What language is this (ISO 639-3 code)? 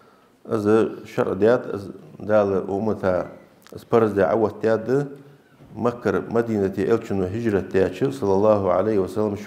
inh